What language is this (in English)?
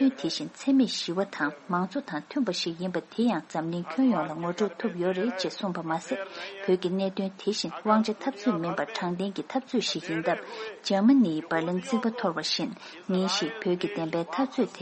Tibetan